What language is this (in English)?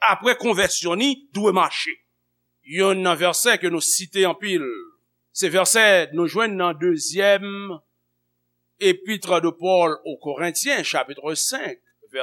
Haitian Creole